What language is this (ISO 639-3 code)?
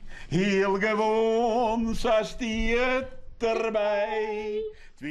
fry